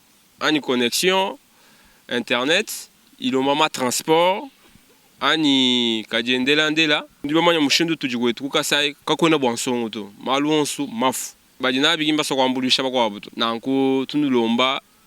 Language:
Luba-Lulua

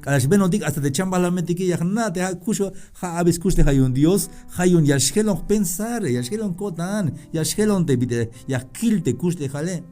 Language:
Tzeltal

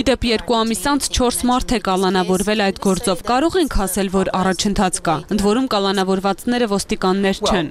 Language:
Armenian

